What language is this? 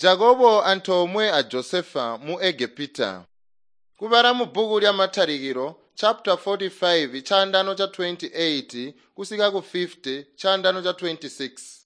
Tonga (Zambia)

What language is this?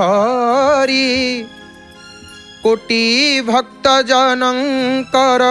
Odia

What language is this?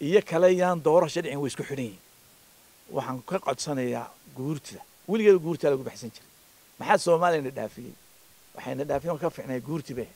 Somali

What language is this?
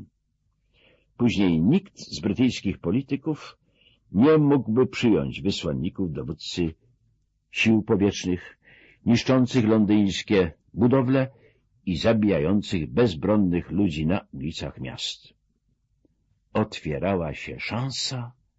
Polish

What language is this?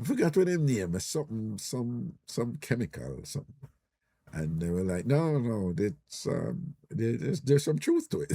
Jamaican Creole English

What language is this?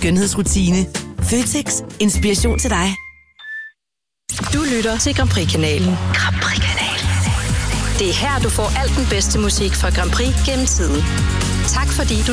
Danish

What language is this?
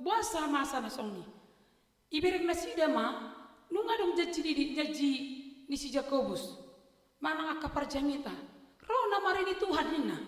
Batak Toba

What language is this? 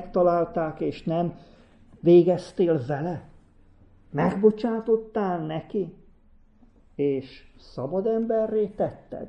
Hungarian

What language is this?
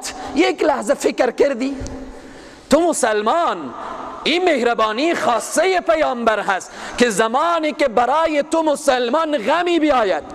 Persian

